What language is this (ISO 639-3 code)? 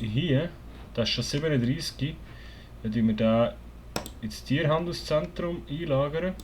gsw